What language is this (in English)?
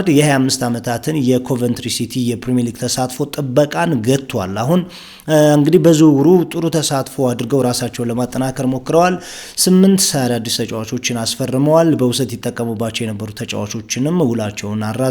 Amharic